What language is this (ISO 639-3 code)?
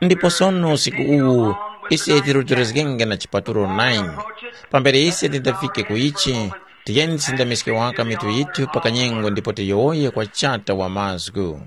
tum